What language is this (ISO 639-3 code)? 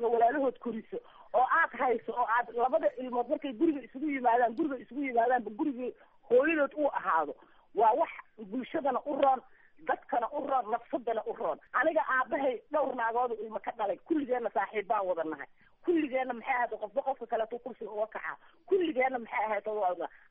som